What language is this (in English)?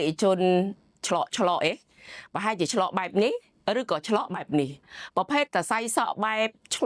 Khmer